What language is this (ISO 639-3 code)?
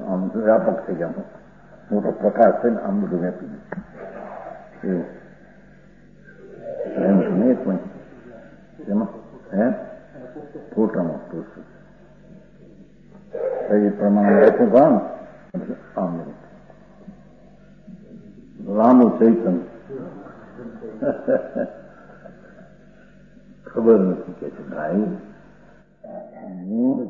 guj